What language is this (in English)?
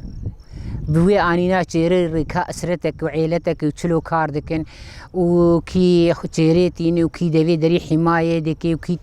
Kurdish